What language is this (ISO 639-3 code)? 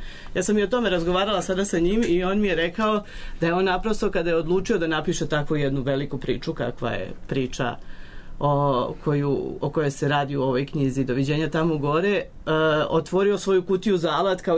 srp